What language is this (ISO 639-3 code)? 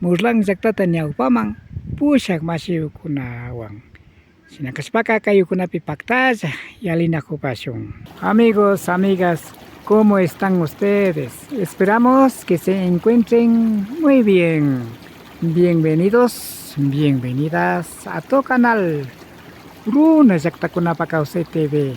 qvi